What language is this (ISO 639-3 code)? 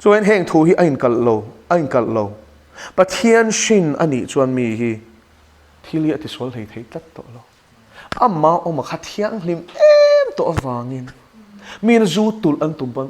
lus